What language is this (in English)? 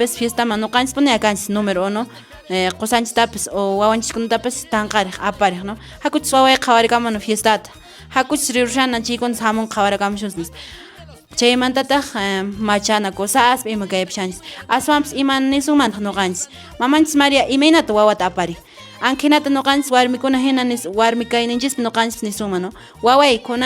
Quechua